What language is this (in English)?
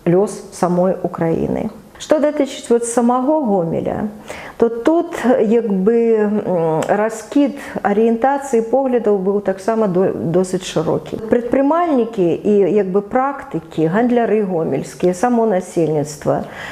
Belarusian